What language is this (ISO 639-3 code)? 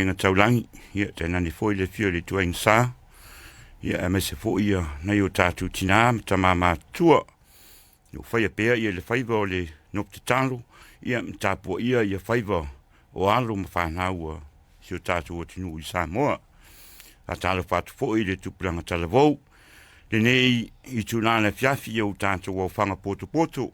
smo